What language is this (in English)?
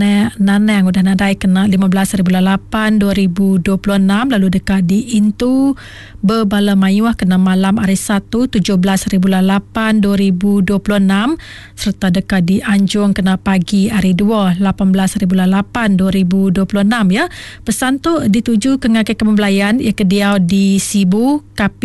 Iban